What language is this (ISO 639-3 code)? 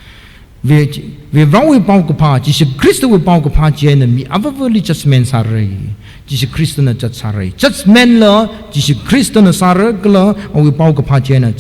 nmf